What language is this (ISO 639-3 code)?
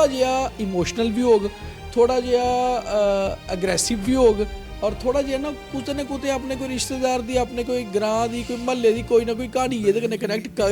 doi